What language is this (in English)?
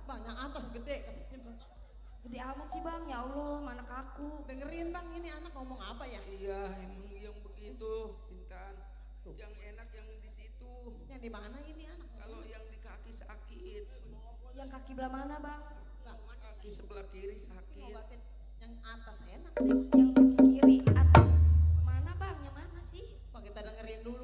Betawi